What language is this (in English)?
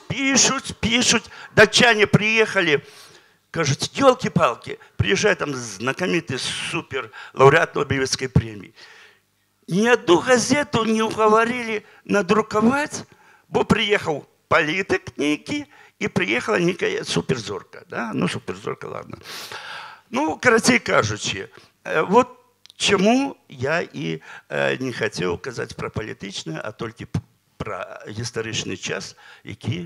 Belarusian